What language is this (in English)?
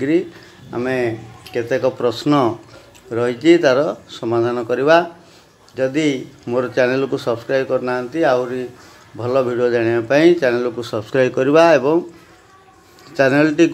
Odia